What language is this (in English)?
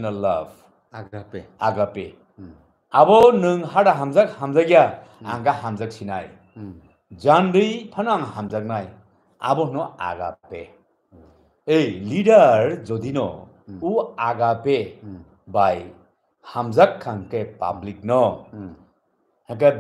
Kok Borok